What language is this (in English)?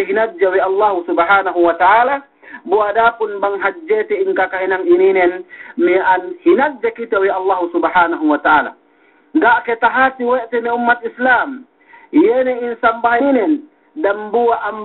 Yakan